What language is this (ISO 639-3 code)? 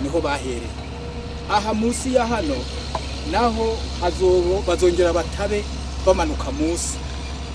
run